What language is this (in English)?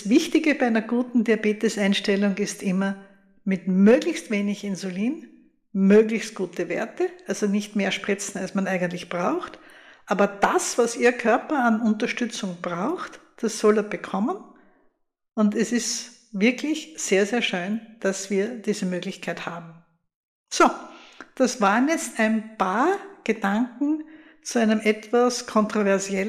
German